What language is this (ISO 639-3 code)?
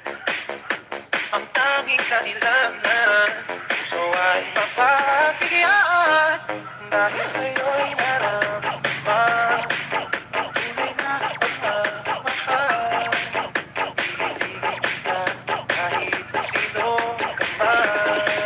fil